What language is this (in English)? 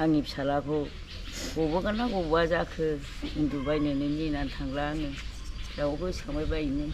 Bodo